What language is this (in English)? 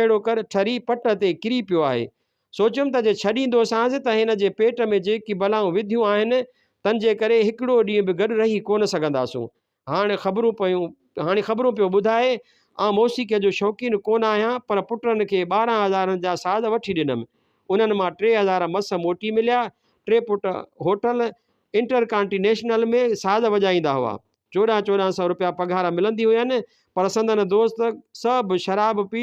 Sindhi